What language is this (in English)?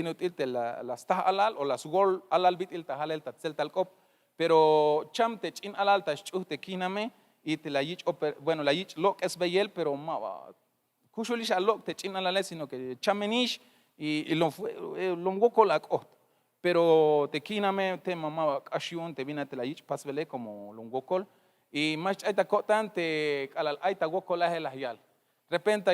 Tzeltal